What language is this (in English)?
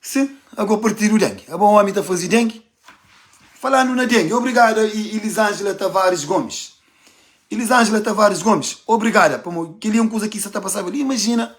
Kabuverdianu